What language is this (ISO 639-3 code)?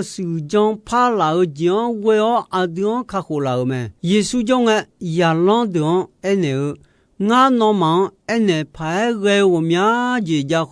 ahk